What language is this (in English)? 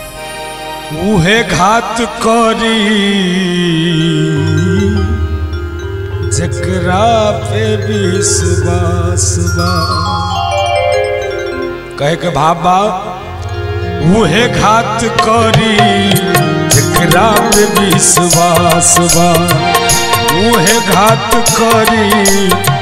Bhojpuri